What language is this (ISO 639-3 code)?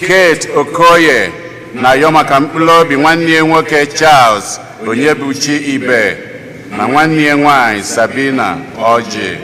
ibo